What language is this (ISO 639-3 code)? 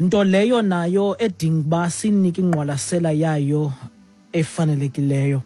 xho